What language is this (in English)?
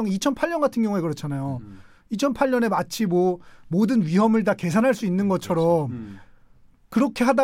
Korean